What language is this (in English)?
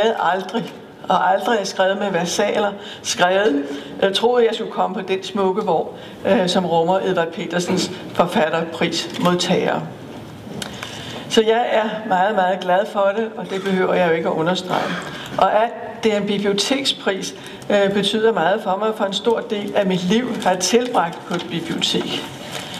Danish